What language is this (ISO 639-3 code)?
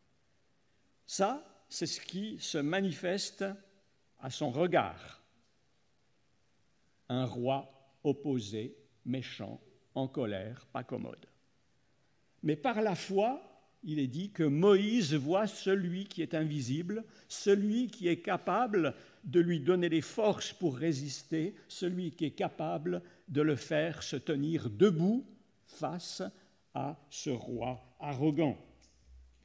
fra